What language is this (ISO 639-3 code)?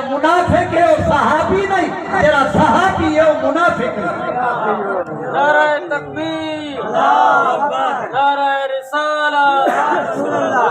skr